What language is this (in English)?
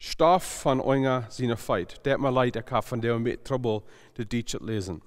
Plautdietsch